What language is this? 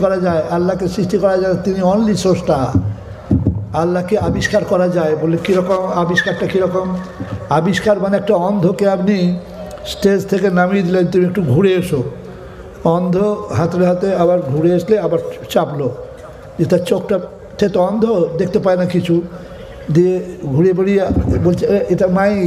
Bangla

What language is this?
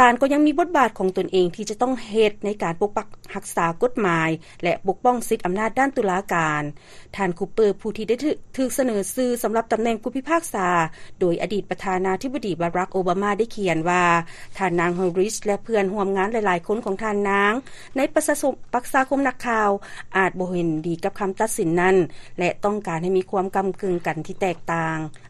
Lao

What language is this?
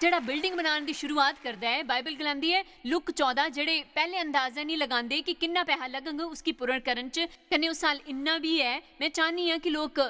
Dogri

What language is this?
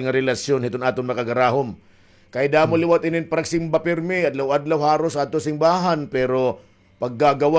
Waray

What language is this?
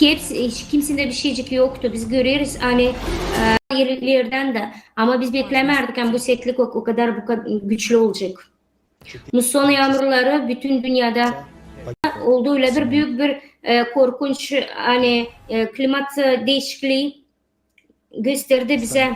Gagauz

